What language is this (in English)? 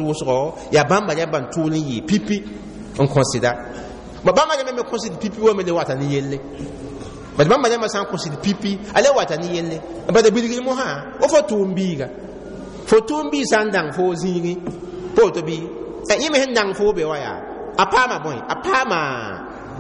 Mossi